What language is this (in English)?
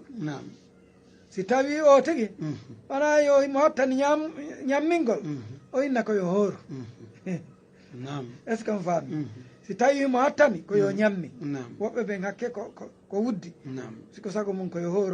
Fula